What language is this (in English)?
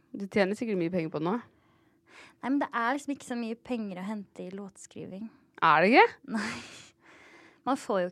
Norwegian